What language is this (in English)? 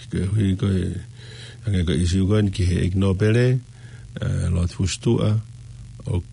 Tongan